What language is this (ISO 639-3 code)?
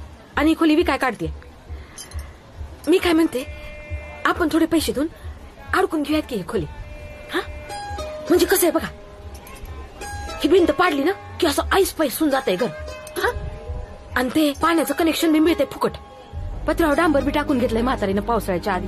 mar